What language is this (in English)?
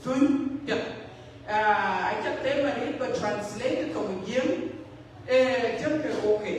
Dinka